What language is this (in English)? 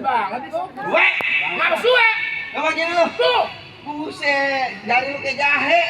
Betawi